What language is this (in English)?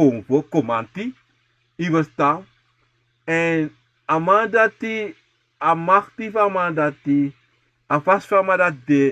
Sranan Tongo